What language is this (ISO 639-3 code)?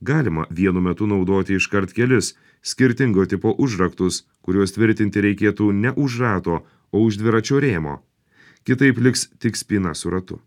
lit